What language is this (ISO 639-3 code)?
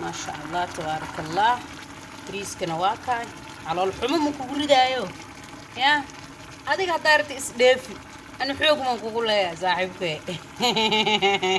som